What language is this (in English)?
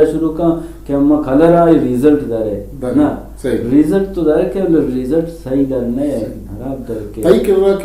Eastern Balochi